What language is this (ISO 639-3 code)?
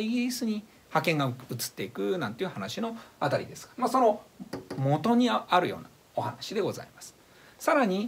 jpn